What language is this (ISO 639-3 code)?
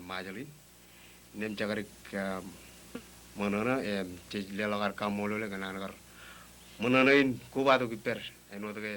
mah